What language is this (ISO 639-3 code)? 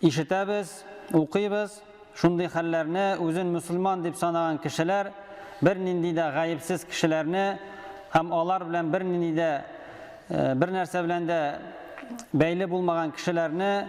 tat